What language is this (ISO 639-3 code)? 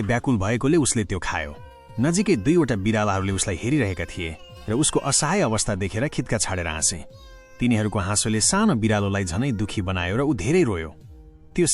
nep